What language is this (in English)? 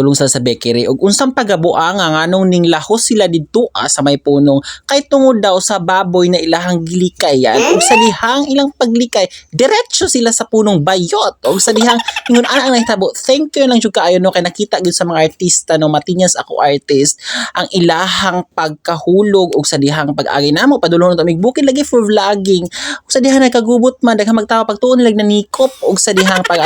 Cebuano